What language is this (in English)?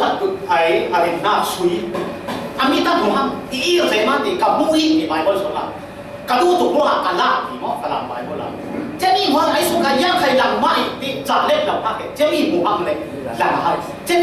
Falam Chin